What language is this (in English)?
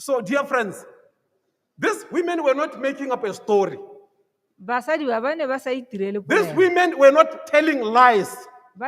Tswana